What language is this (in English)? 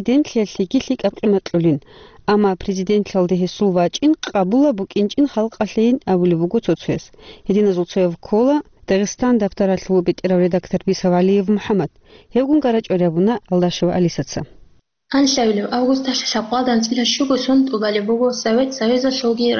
Avaric